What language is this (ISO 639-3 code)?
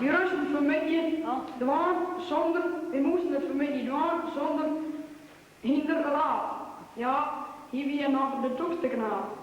fry